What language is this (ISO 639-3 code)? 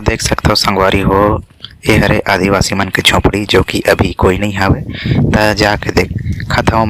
hne